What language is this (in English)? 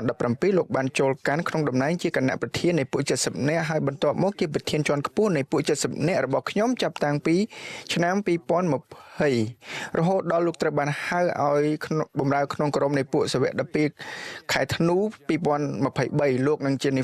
Khmer